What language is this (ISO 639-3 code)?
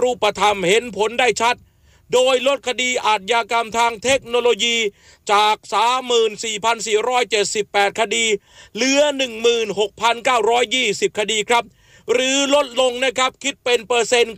tha